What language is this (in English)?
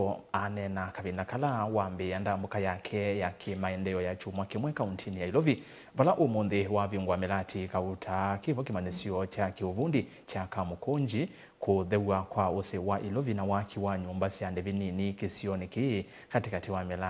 Kamba